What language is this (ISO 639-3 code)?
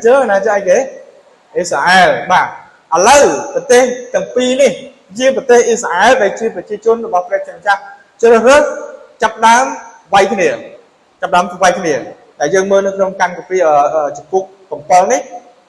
khm